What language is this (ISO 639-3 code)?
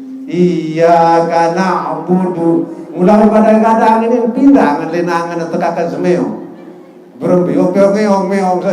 sas